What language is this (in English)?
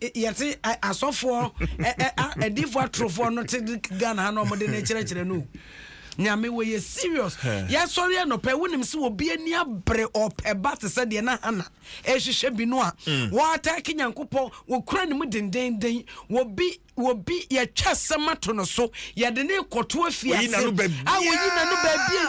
Akan